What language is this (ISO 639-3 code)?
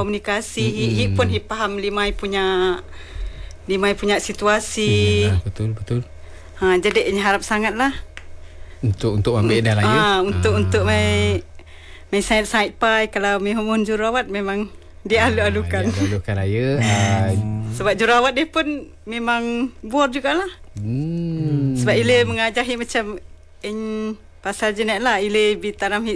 msa